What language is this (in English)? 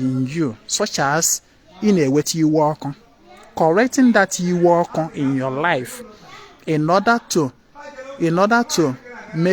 Igbo